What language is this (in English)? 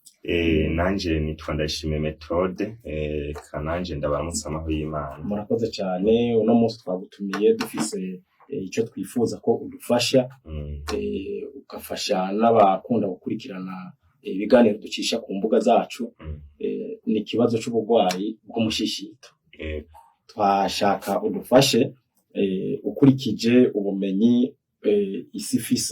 Rundi